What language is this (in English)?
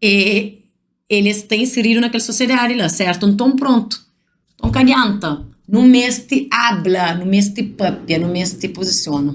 Kabuverdianu